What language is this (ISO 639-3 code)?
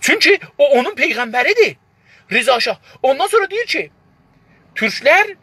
azb